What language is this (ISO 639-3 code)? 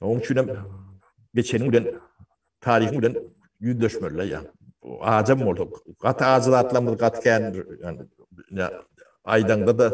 tuk